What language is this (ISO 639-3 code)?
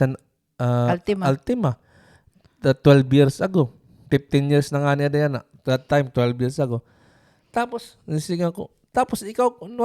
war